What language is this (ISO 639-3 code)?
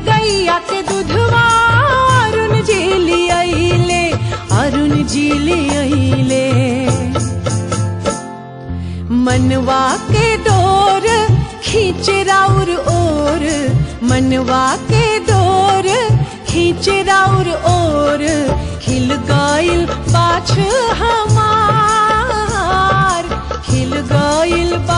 bho